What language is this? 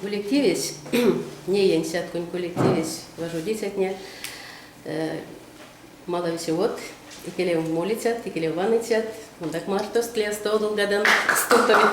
Erzya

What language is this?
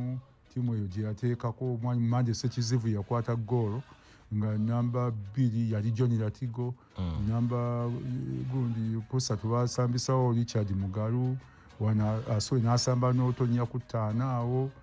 Ganda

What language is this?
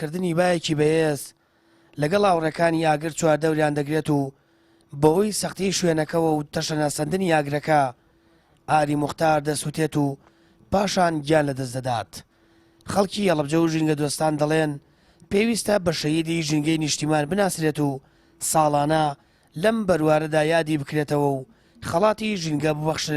Central Kurdish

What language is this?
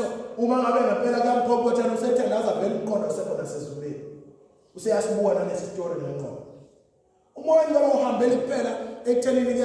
Zulu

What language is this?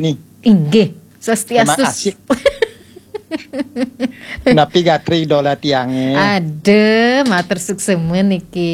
Balinese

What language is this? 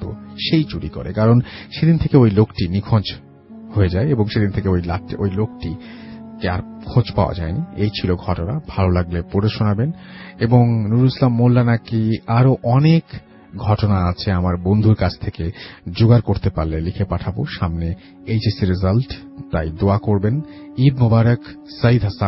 Bangla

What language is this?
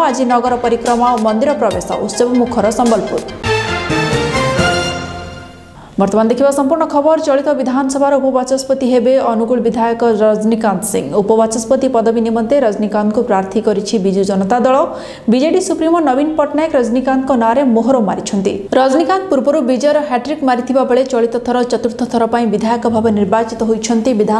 Odia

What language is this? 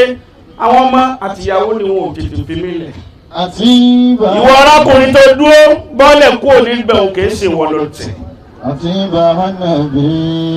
Yoruba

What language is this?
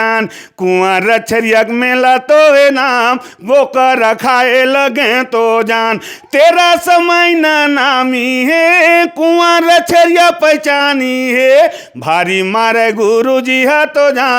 Chhattisgarhi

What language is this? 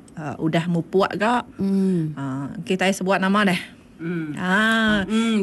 Iban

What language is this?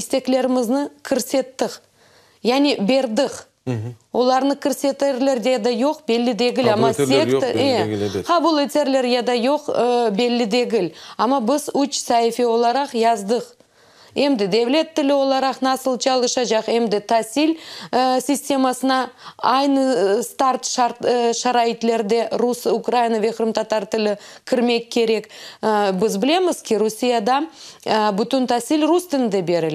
Crimean Tatar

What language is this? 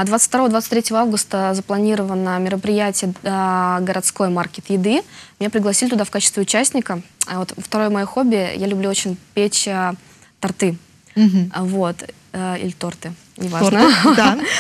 Russian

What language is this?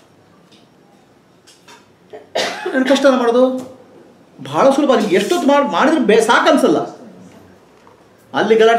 Kannada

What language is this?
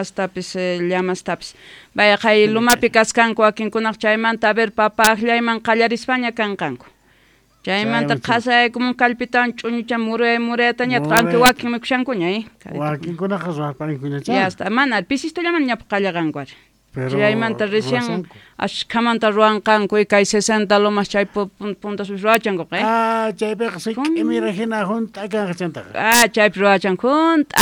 South Bolivian Quechua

